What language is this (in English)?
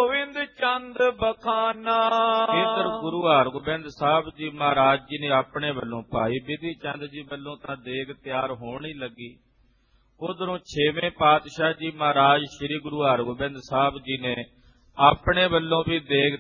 Punjabi